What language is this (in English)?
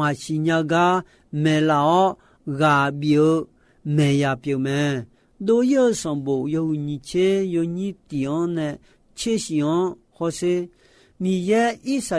Akha